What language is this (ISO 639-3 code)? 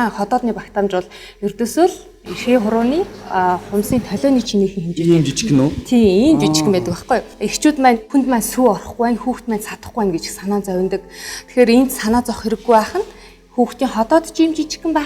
mon